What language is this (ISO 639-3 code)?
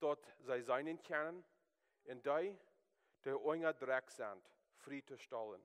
pdt